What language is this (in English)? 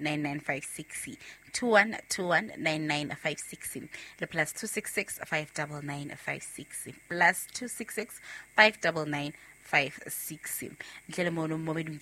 Southern Sotho